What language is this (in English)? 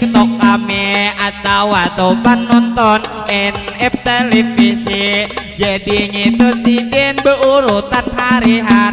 Banjar